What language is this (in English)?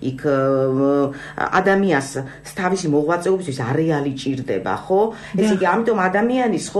Georgian